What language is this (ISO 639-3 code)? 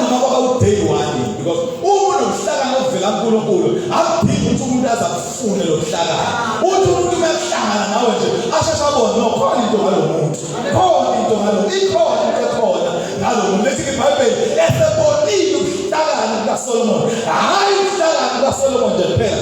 zul